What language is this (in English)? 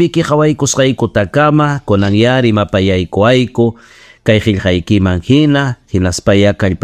Ayacucho Quechua